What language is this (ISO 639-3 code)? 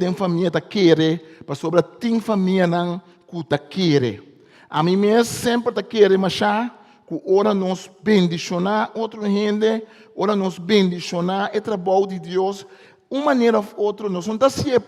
pap